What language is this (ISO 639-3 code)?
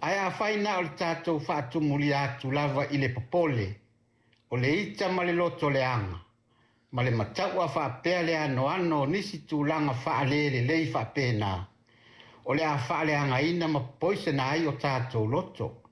smo